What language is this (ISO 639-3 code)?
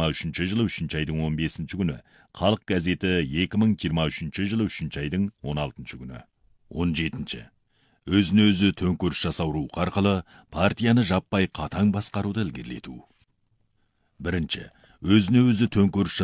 kaz